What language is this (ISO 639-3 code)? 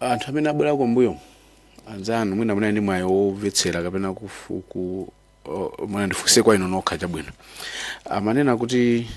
nya